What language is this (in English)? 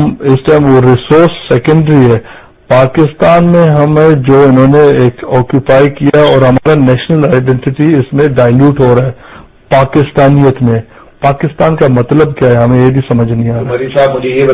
Urdu